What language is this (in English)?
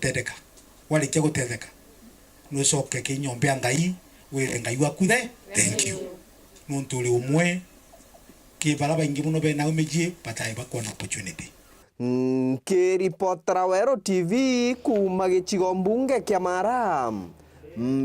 Meru